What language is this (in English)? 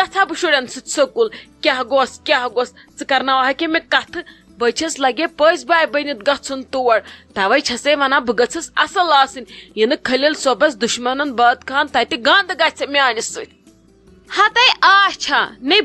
Kashmiri